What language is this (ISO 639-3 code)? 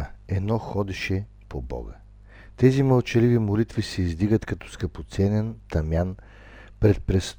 bul